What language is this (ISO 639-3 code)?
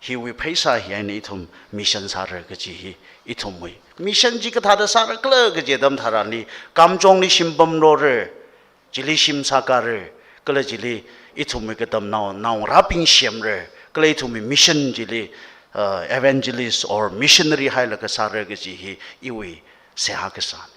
nmf